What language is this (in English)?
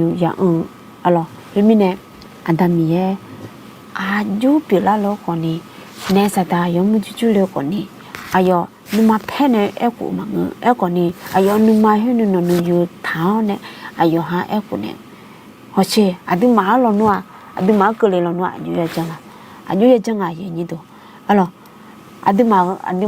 Akha